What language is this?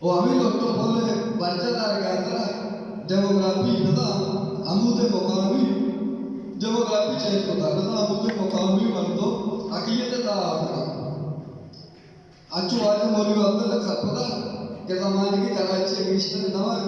Baluchi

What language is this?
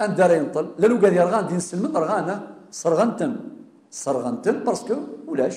Kabyle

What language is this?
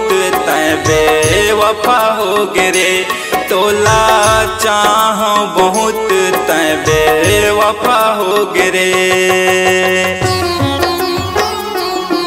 Chhattisgarhi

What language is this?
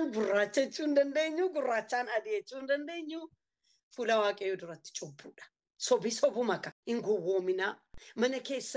Oromo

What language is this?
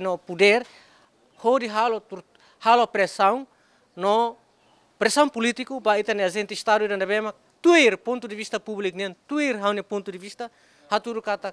Tetum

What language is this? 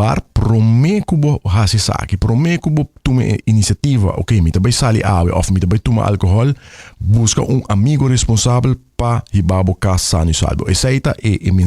Papiamento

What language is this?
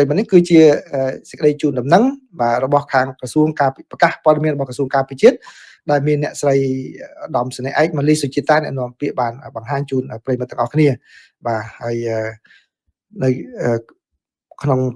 Khmer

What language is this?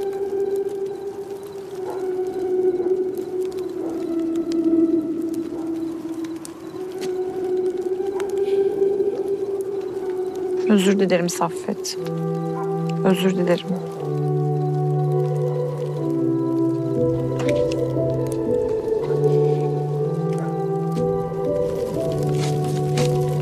Turkish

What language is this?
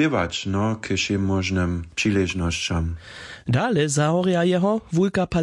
Upper Sorbian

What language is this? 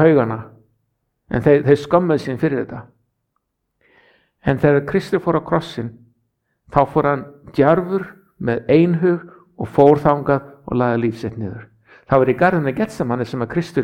Icelandic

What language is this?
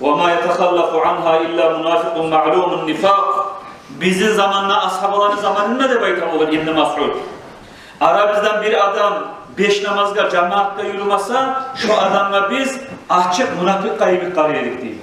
Kumyk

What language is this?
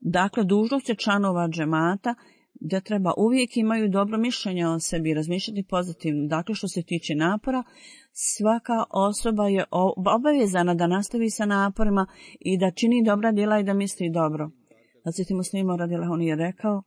Bosnian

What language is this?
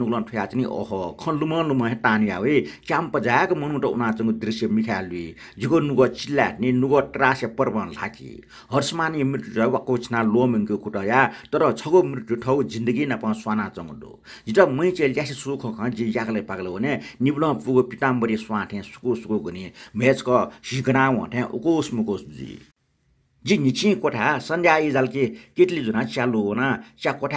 Newari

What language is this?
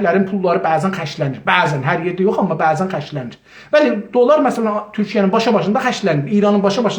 South Azerbaijani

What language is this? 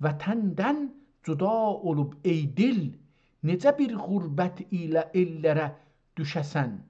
South Azerbaijani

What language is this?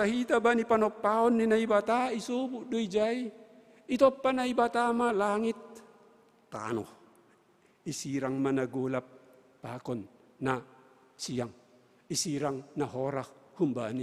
Batak Simalungun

